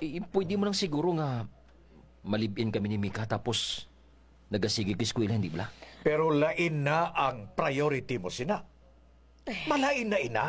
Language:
Hiligaynon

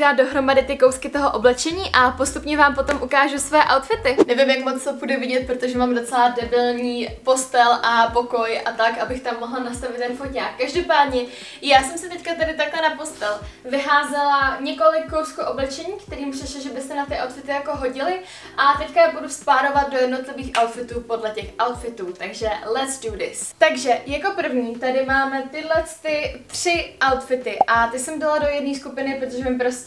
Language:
Czech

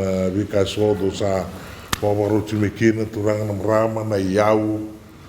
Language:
Fijian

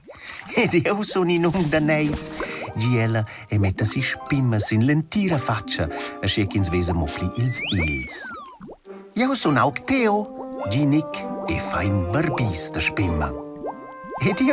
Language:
Romansh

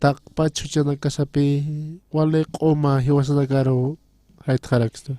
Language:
Aymara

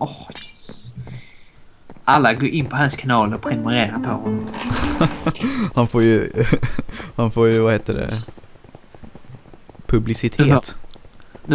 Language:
Swedish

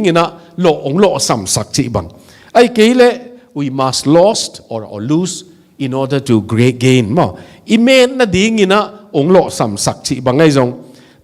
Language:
Tedim Chin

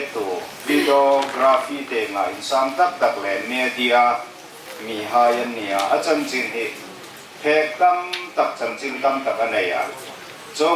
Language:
Hmar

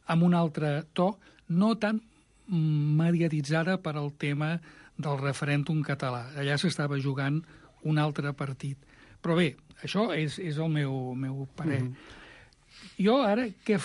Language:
Catalan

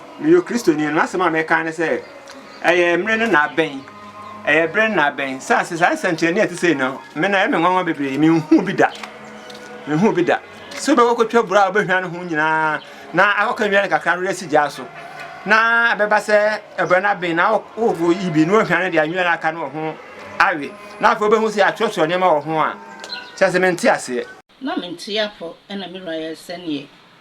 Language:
Akan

